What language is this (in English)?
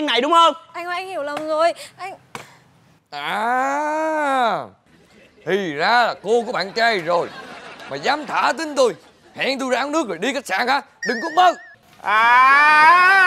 Vietnamese